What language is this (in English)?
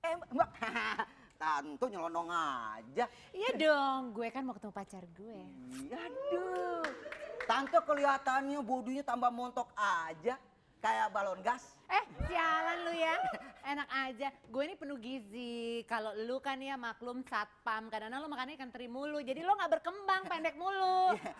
Betawi